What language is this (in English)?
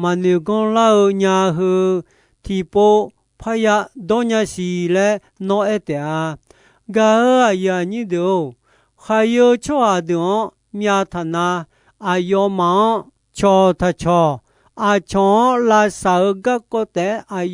Akha